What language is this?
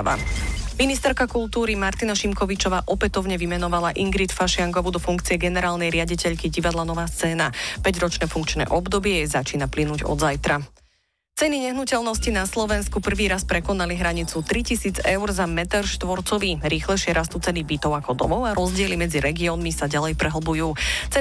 Slovak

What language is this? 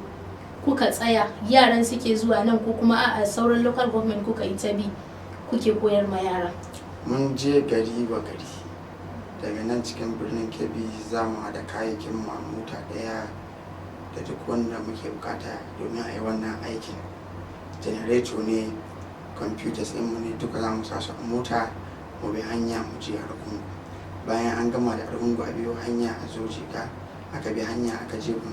Hausa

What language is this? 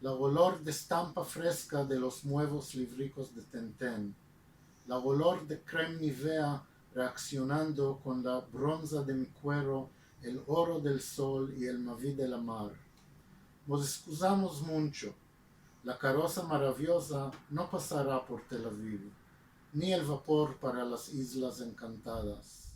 Ladino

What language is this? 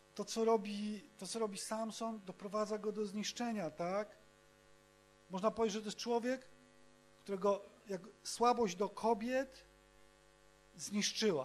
Polish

